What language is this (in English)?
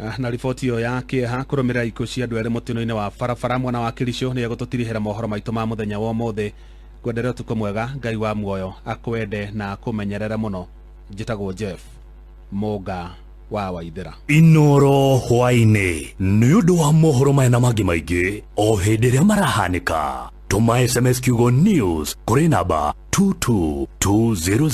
Kikuyu